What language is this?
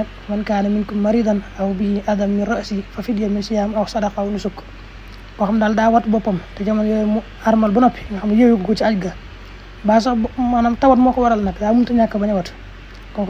Wolof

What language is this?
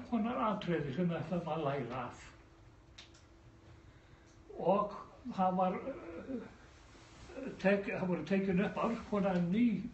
Icelandic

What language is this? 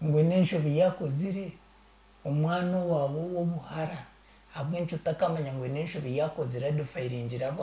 Nyankole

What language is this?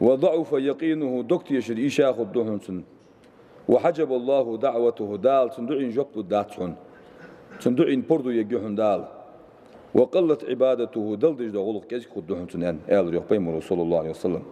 Ingush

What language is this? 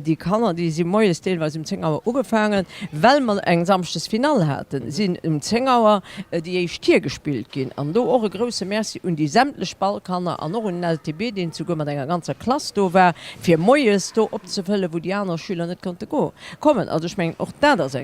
Luxembourgish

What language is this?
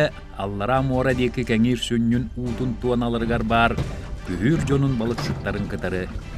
Yakut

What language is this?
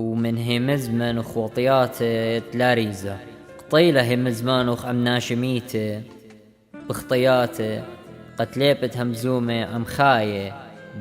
Assyrian Neo-Aramaic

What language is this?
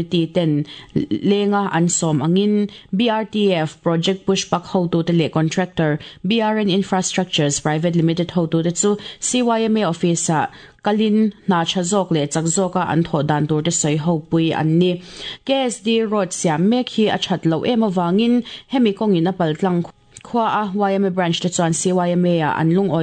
Mizo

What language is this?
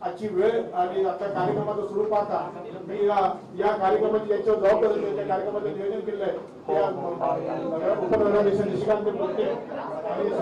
Marathi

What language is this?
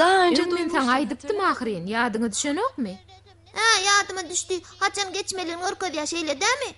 Turkmen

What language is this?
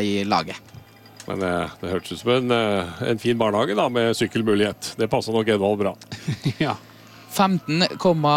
Norwegian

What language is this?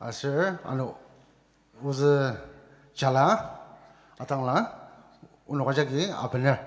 Ao Naga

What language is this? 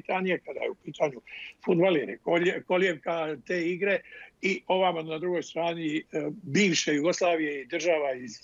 Bosnian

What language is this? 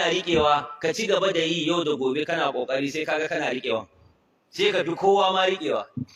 Hausa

